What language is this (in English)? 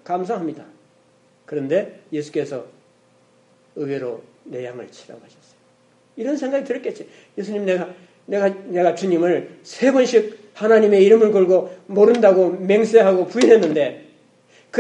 Korean